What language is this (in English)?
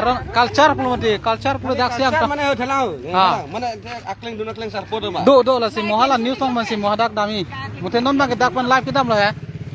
Karbi